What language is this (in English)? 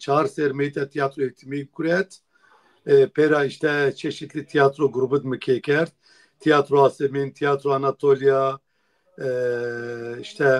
Zaza